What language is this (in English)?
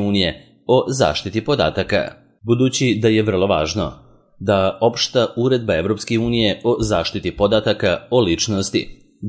Serbian